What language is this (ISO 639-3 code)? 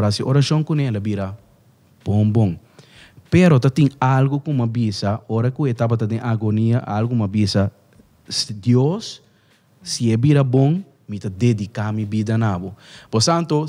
pap